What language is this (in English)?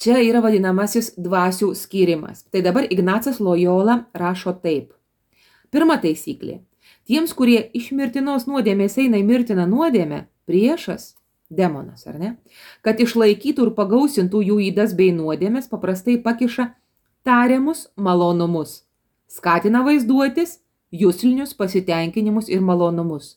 Lithuanian